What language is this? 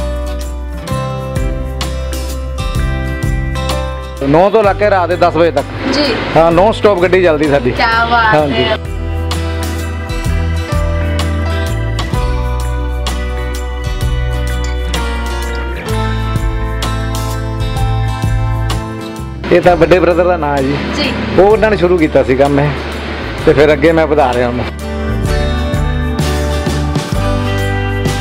Punjabi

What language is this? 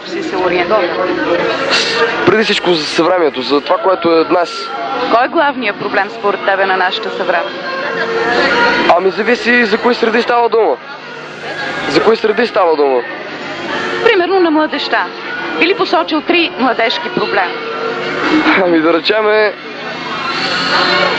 Bulgarian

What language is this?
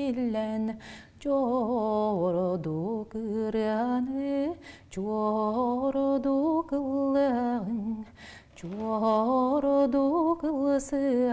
Yakut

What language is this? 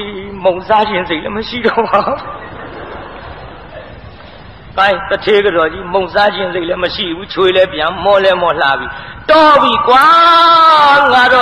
Burmese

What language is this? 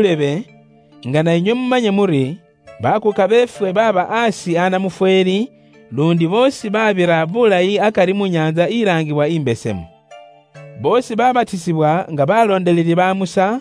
Luyia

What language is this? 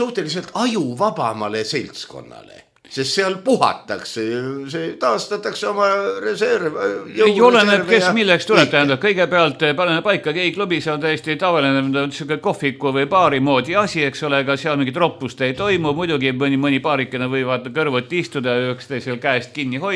Estonian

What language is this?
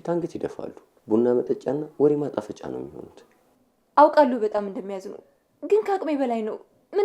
Amharic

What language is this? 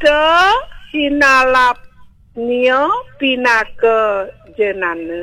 Balinese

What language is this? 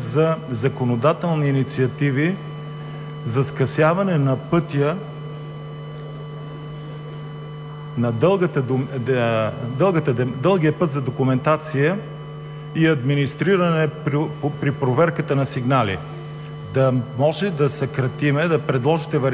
Bulgarian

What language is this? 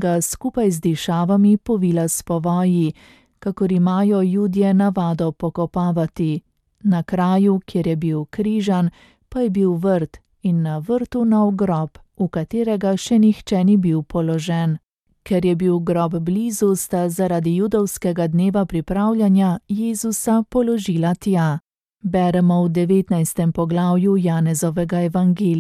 Slovenian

